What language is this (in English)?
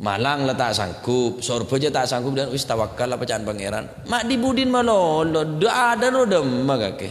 Madurese